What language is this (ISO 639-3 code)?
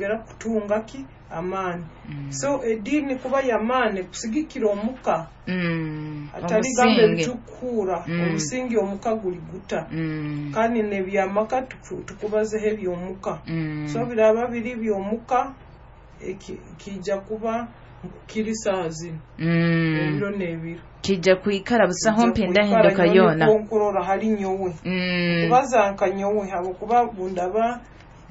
nyo